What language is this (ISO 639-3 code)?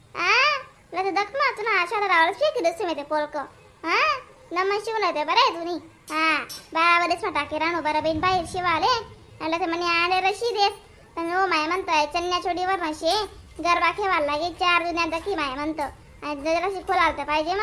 khn